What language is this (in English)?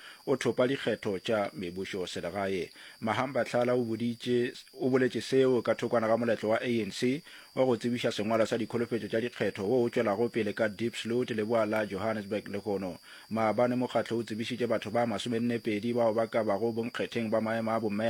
Northern Sotho